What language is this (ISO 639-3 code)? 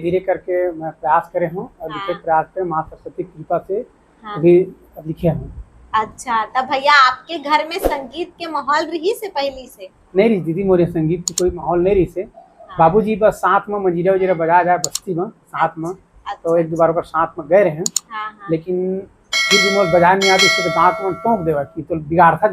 hne